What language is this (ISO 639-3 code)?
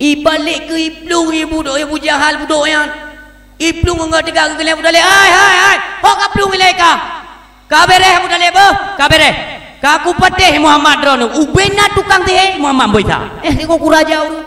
ace